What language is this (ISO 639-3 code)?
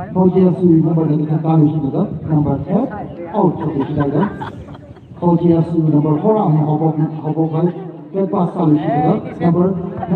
nmf